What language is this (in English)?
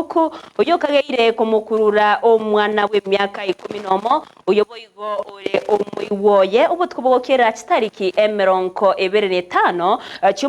Gusii